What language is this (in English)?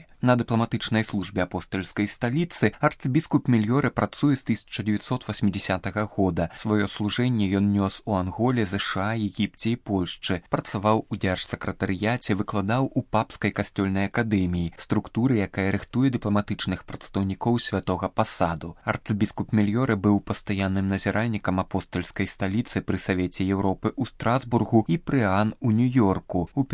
Belarusian